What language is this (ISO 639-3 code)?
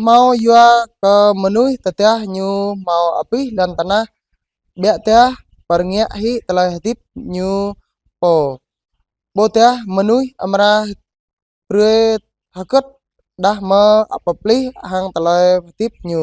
jra